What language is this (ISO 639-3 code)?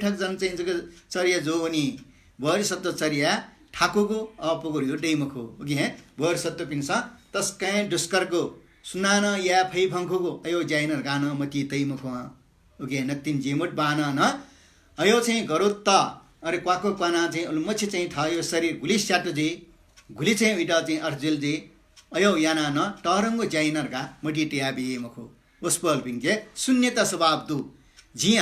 new